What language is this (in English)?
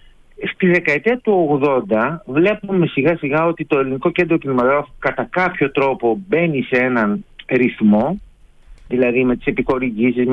Greek